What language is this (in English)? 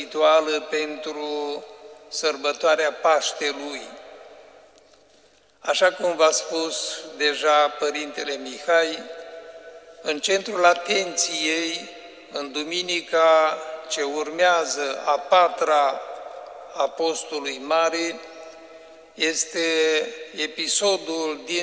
Romanian